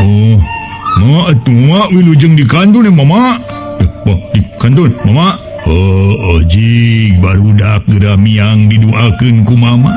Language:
Sundanese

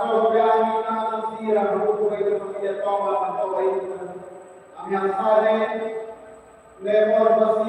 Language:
Tetum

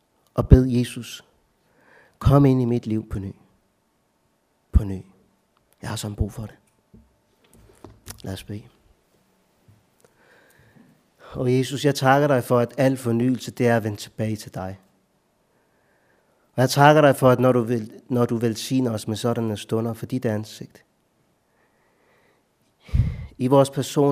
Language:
Danish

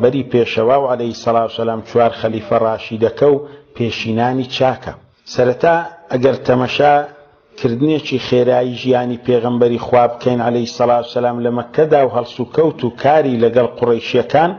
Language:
Central Kurdish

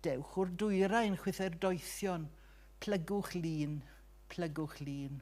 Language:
Welsh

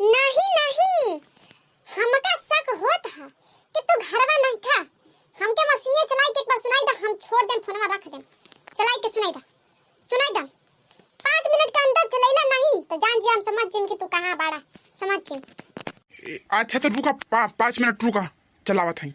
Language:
Bhojpuri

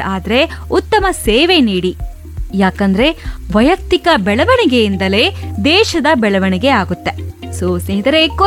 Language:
Kannada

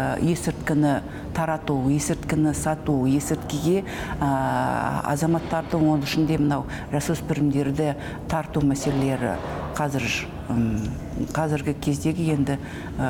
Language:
Kazakh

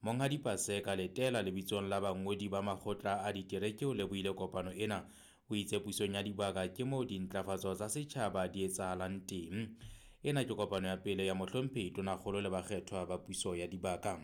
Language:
Southern Sotho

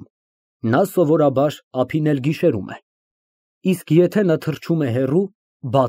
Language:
Armenian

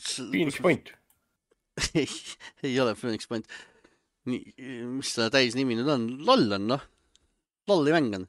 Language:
Estonian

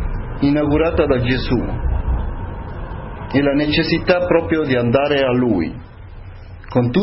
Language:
Italian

